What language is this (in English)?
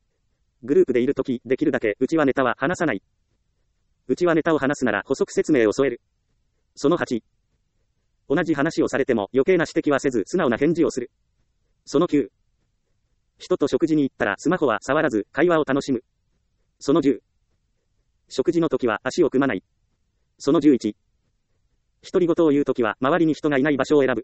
Japanese